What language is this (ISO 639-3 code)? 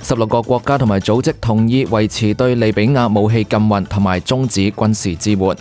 yue